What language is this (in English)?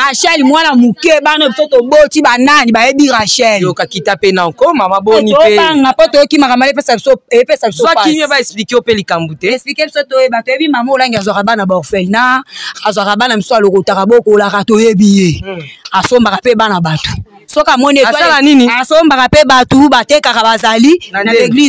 Lingala